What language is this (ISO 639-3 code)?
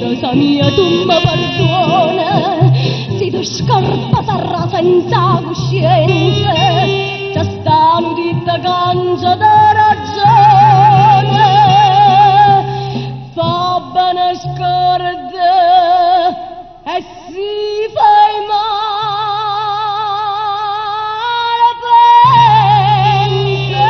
nap